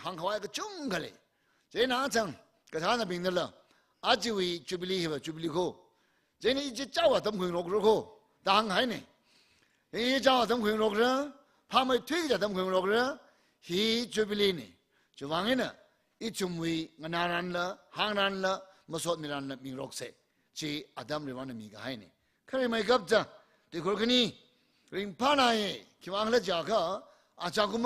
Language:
Tangkhul Naga (India)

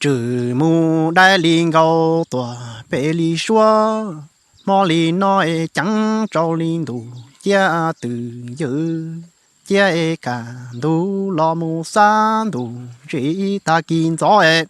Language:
Hmong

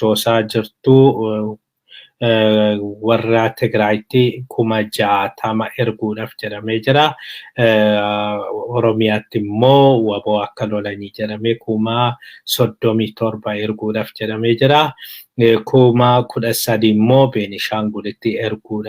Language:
Oromo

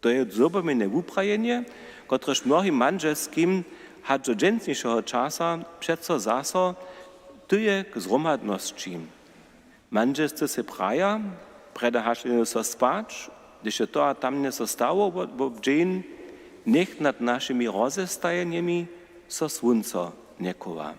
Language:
Upper Sorbian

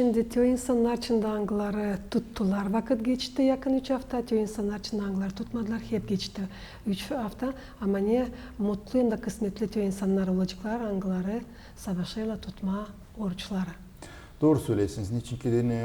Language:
Gagauz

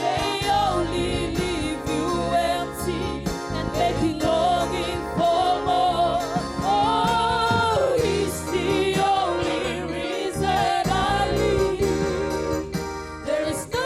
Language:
Fijian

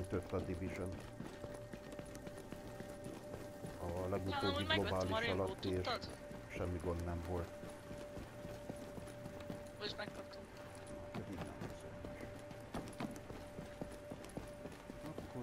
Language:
Hungarian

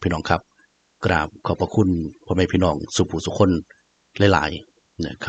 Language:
Northeastern Thai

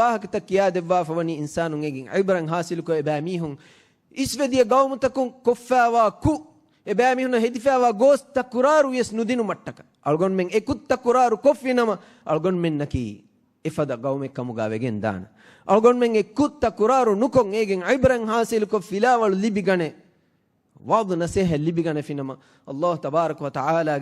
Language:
Divehi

